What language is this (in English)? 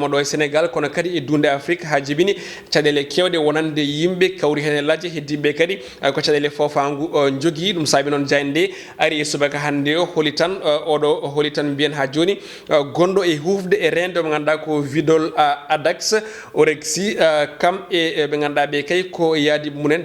Fula